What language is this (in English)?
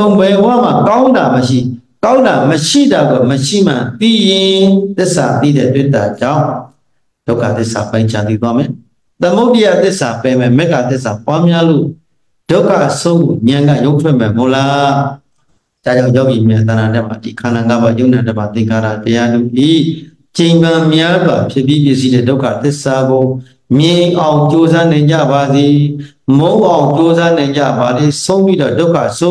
Burmese